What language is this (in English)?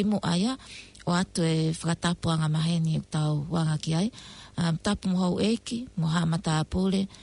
Tongan